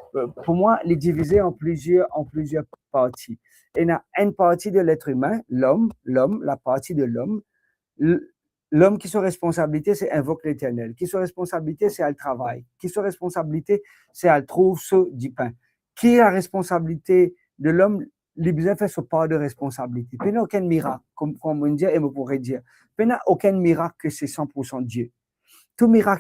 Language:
Morisyen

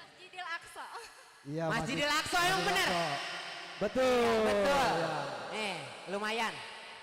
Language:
Betawi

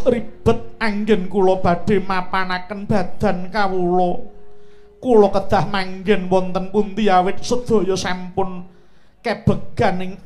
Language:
Javanese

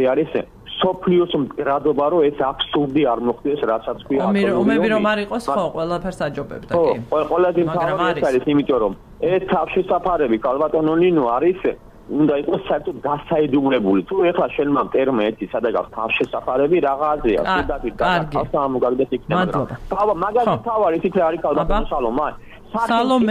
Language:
Georgian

